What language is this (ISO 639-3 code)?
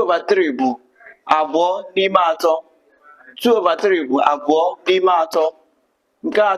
ibo